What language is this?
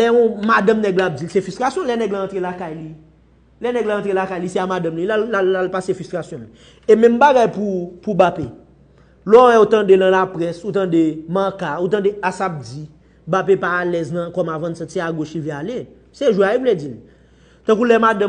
Haitian Creole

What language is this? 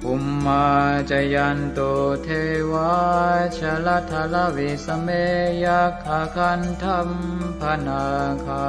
Pali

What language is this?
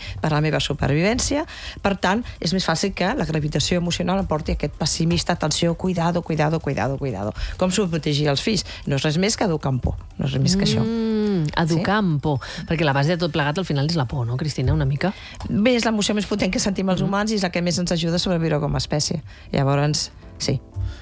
Catalan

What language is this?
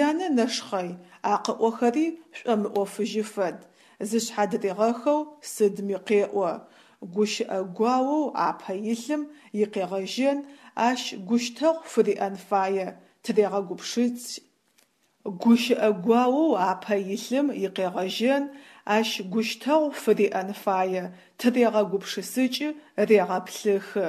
Adyghe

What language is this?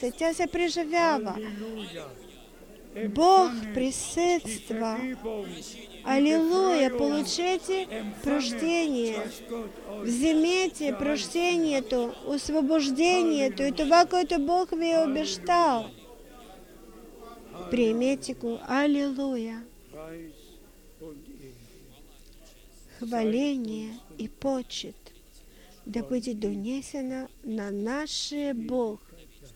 Bulgarian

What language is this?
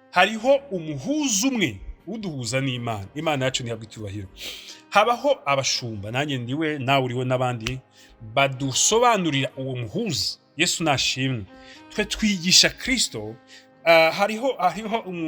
Kinyarwanda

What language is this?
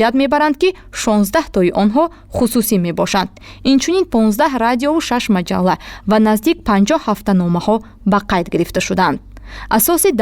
Tajik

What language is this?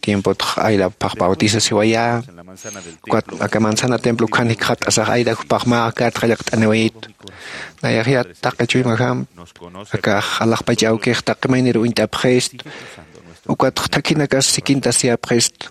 Aymara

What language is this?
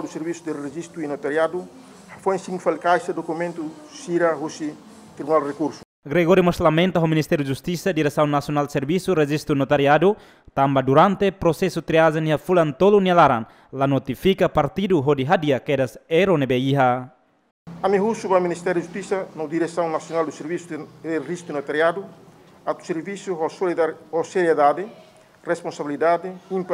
Tetum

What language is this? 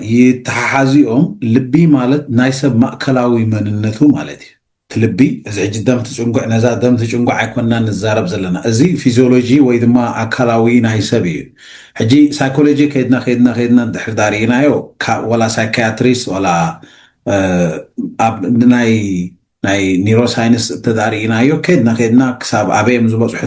Tigrinya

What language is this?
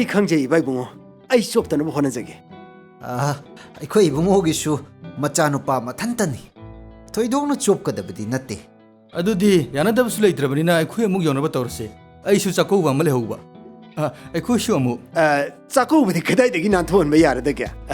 Manipuri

